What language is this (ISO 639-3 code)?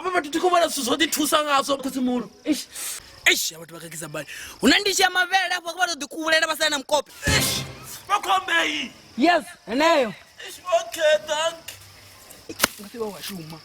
ven